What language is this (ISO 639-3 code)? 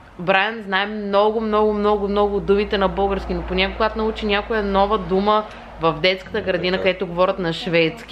bul